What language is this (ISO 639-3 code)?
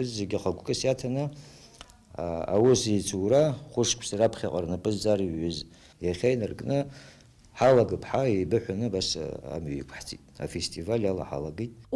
abk